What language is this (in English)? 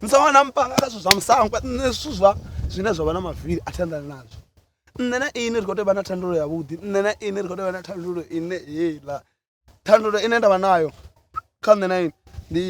Venda